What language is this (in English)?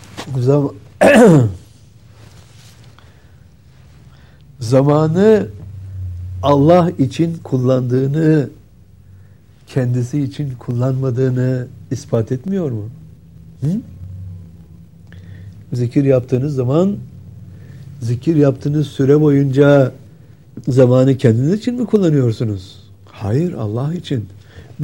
Turkish